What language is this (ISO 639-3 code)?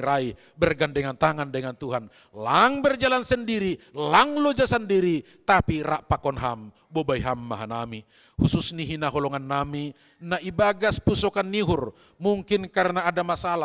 bts